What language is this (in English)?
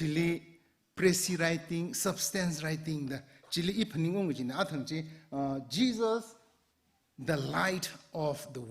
Tangkhul Naga (India)